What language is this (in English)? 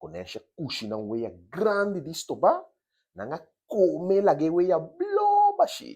Papiamento